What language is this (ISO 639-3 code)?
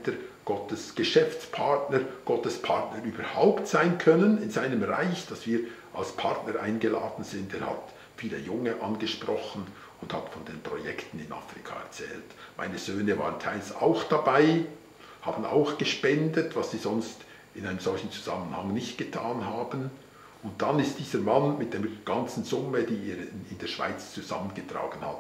gsw